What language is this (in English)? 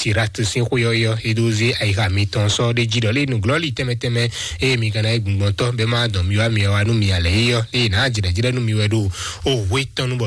Fon